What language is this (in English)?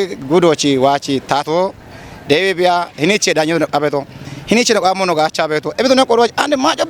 Kafa